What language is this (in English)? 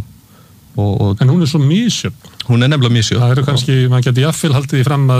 Icelandic